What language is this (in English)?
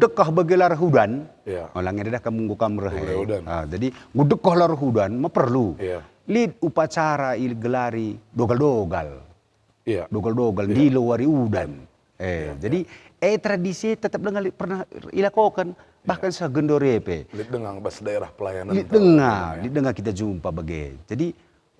Batak Karo